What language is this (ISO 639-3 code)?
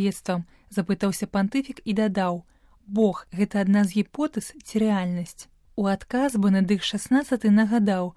bel